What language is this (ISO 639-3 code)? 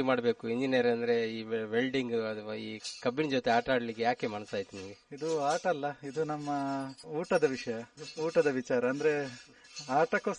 kan